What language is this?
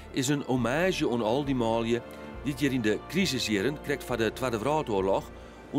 Western Frisian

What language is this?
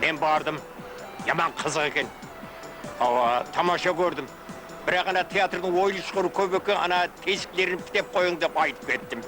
Kara-Kalpak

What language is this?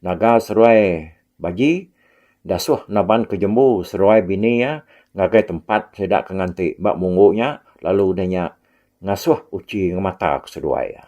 Iban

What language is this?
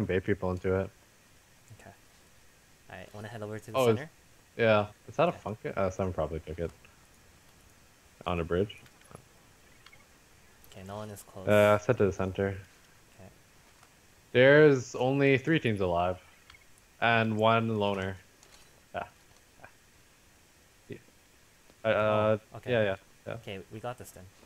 English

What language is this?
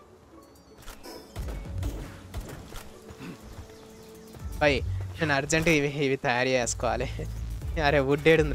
Telugu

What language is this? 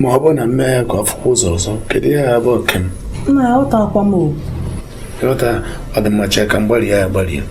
Igbo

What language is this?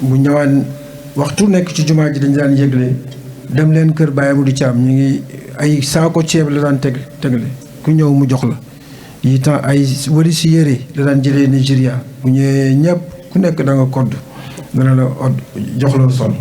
Wolof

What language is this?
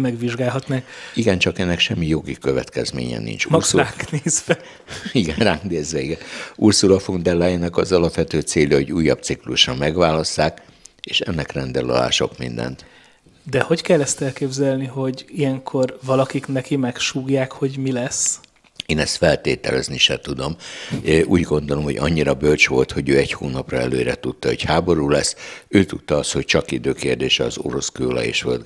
Hungarian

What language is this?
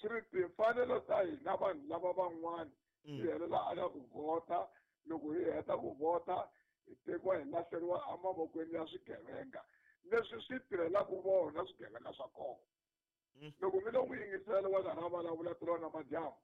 Tsonga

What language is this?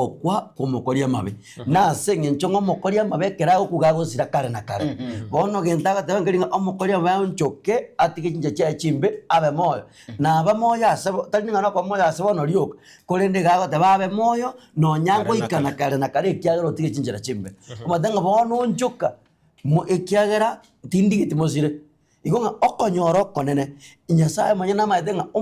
Gusii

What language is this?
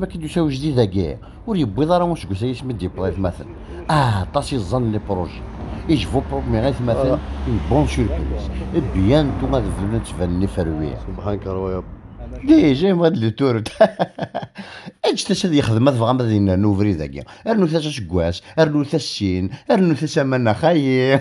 Kabyle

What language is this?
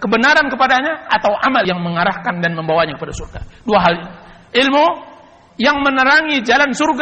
Indonesian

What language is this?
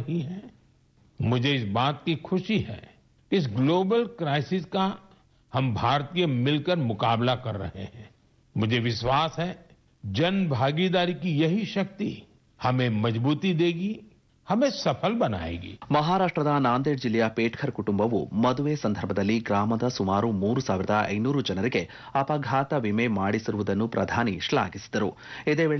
Kannada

